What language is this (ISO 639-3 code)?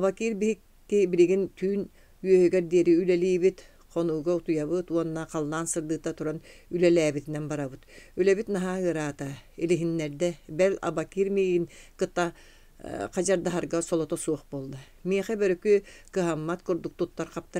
sah